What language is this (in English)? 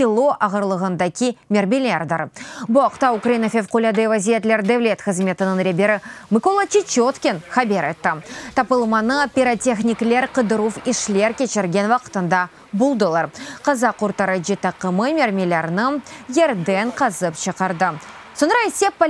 Crimean Tatar